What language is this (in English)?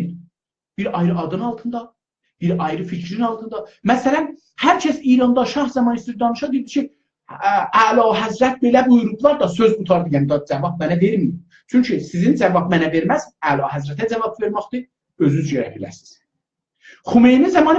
South Azerbaijani